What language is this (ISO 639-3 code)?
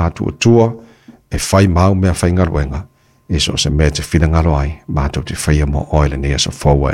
smo